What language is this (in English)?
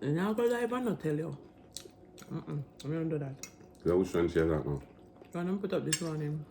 Jamaican Creole English